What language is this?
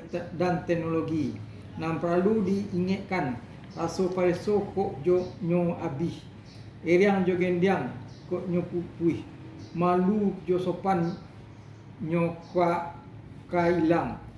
Minangkabau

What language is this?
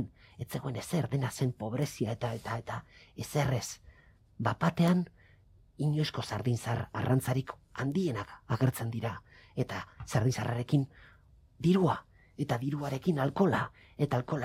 Basque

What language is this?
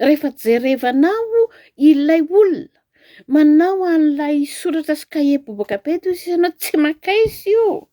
Malagasy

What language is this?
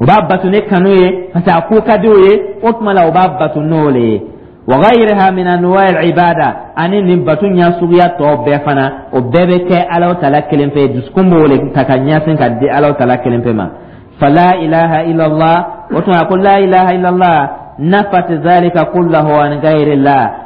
Dyula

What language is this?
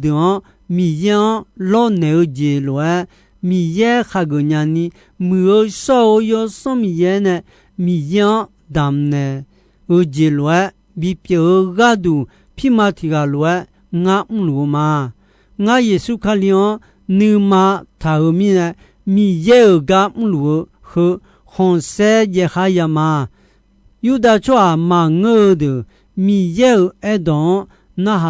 Akha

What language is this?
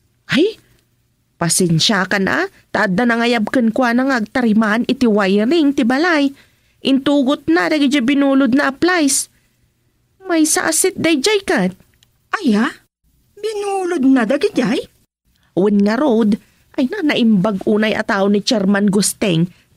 Iloko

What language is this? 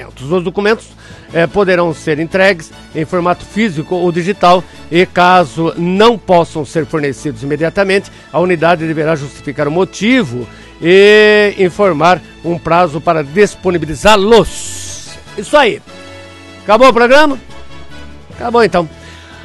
Portuguese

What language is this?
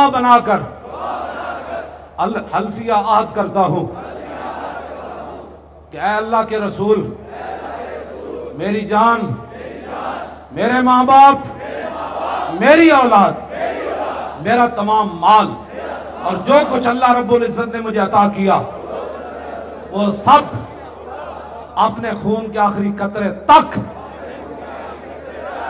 Urdu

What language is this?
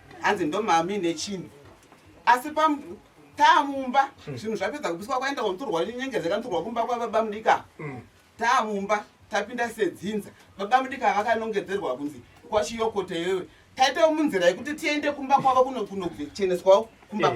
Shona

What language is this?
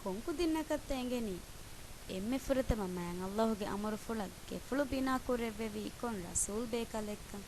Divehi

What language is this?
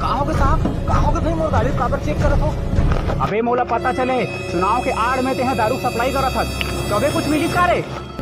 Chhattisgarhi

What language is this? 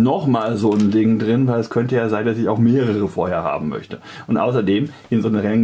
German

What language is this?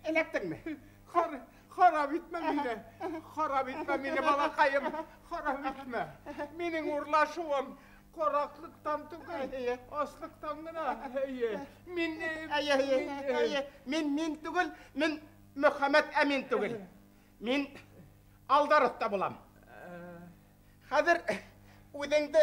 Bashkir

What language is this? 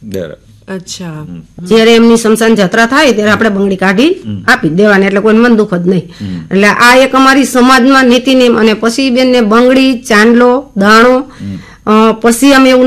Gujarati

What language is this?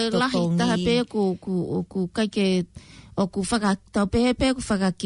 Tongan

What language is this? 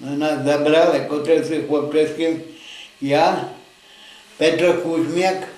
Rusyn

